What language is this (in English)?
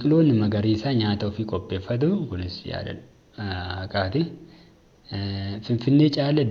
Oromo